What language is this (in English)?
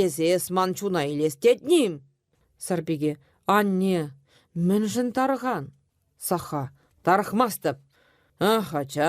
Chuvash